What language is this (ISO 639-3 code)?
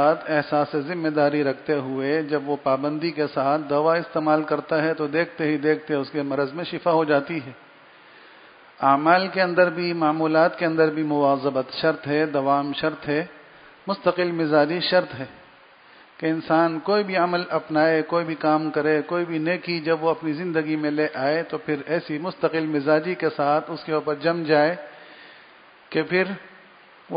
urd